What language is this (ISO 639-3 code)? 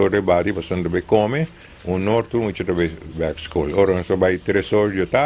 pap